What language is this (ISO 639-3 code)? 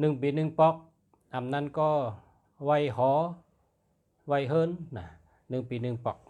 shn